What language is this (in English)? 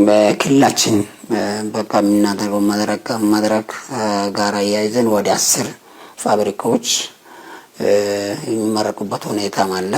Amharic